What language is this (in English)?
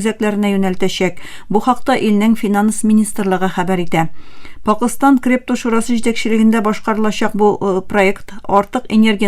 Tatar